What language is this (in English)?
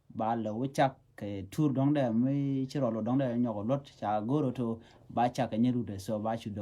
Nuer